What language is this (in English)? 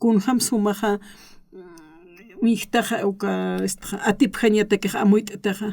Aymara